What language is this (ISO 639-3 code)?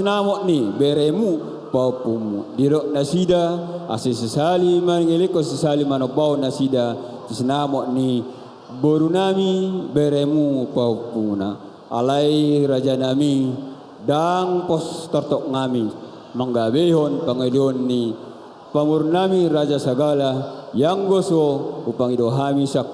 bbc